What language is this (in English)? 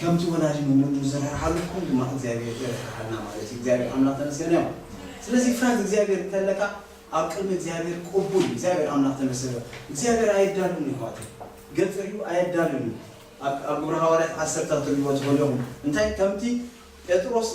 Tigrinya